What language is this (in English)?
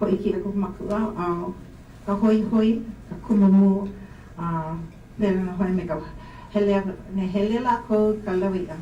Hawaiian